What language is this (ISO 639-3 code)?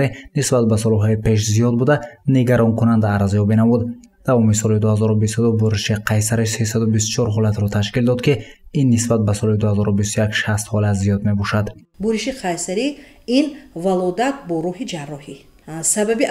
tgk